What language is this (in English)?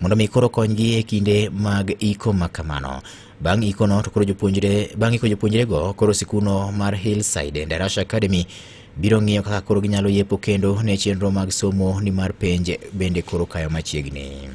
Luo (Kenya and Tanzania)